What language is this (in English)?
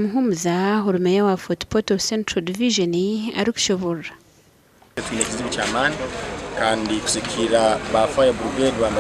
Nyankole